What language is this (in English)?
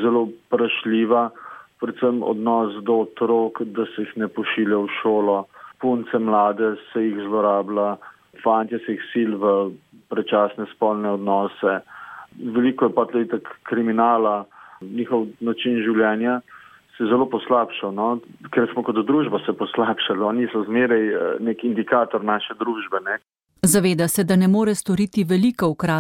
Slovenian